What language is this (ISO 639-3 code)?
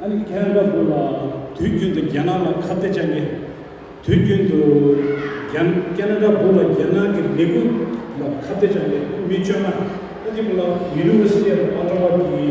bod